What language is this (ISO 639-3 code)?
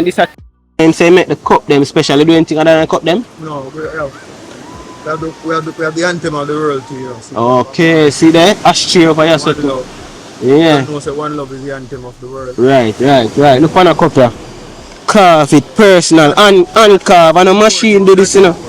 jam